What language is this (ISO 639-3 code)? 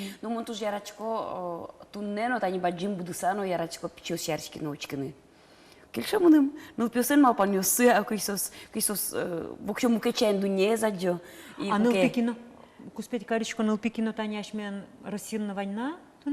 udm